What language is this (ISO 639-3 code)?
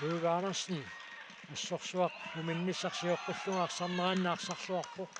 kal